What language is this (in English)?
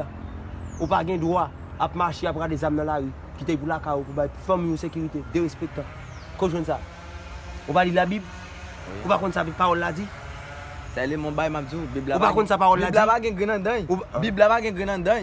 Haitian Creole